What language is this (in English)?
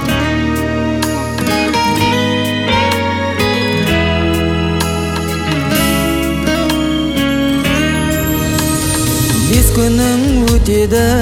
Kazakh